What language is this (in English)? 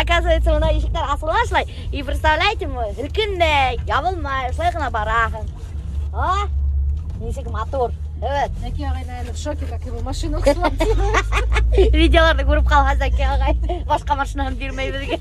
Bashkir